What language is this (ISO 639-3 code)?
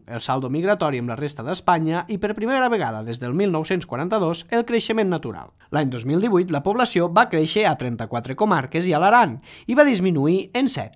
cat